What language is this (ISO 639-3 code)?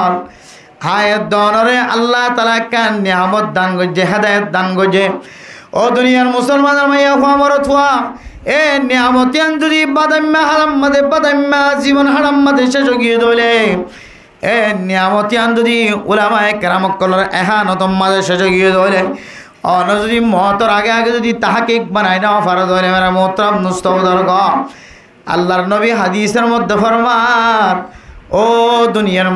rhg